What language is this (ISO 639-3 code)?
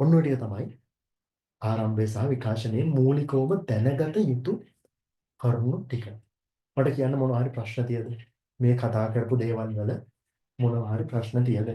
sin